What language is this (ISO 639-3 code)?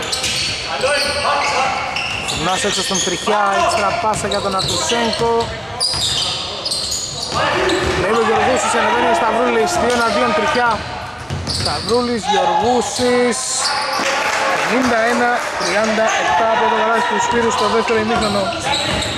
ell